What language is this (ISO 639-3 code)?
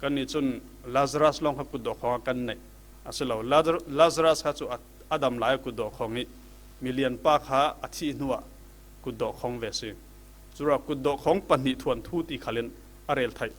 cfm